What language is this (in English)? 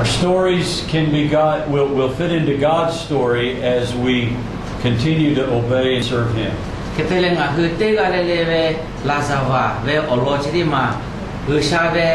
Lahu